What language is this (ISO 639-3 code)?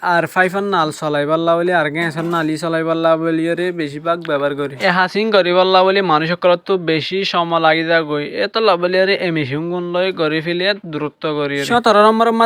rhg